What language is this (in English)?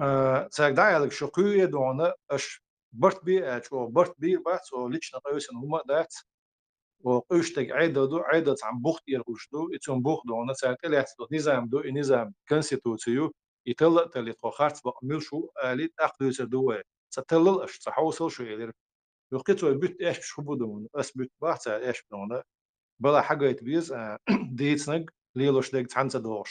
Chechen